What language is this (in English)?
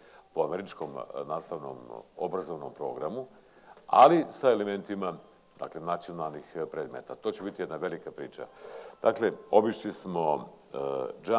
Bosnian